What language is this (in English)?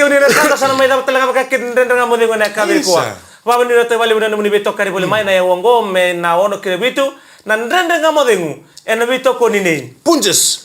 Fijian